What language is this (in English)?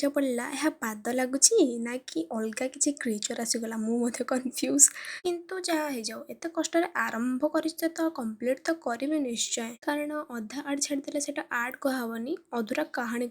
Odia